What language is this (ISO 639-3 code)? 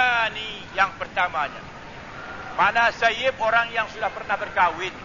msa